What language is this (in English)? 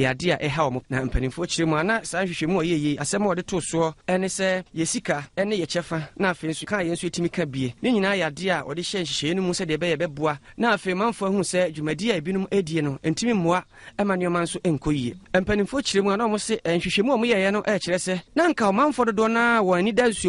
Akan